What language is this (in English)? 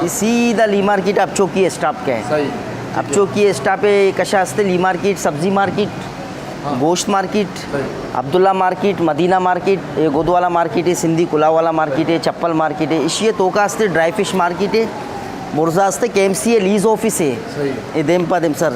Eastern Balochi